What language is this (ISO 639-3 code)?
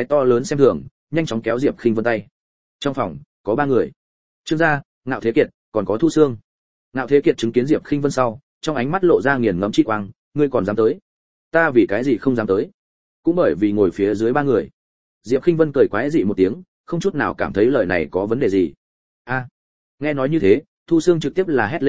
vie